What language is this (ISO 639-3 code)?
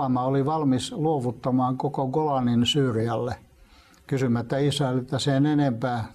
fin